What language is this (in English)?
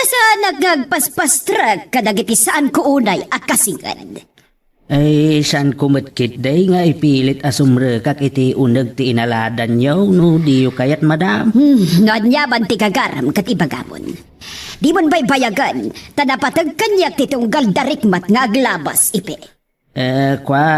Iloko